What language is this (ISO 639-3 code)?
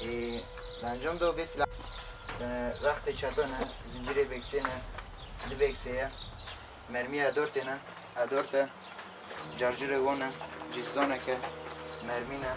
kur